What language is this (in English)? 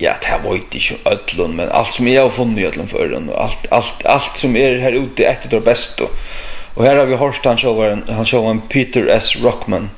Faroese